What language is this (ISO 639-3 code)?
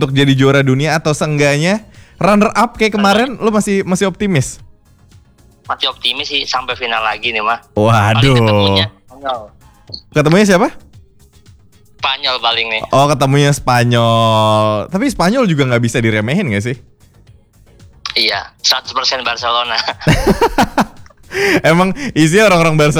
ind